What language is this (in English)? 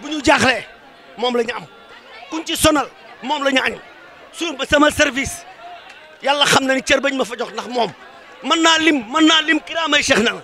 Wolof